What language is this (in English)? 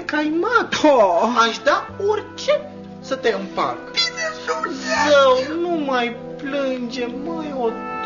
Romanian